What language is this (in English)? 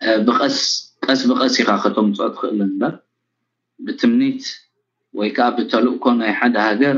Tigrinya